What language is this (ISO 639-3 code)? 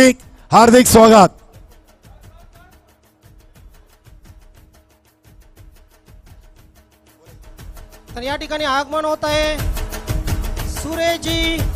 mar